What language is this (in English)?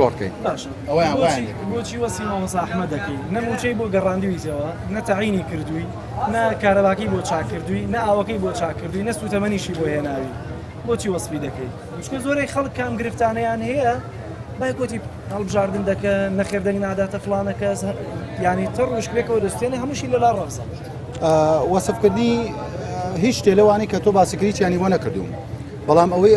Central Kurdish